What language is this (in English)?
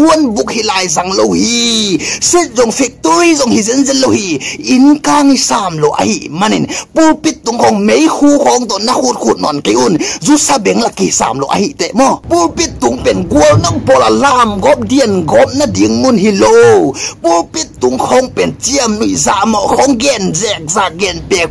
Tedim Chin